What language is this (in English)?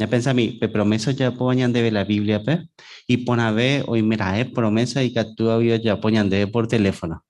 Guarani